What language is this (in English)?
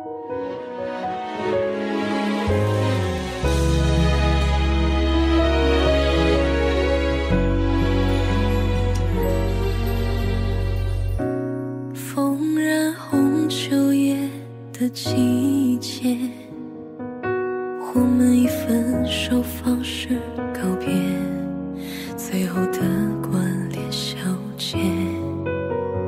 Chinese